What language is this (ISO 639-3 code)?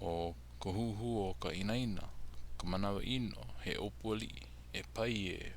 haw